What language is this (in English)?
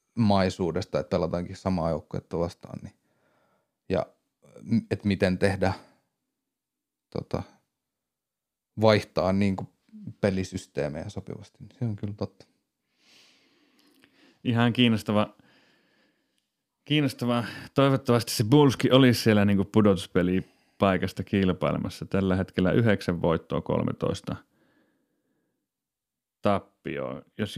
Finnish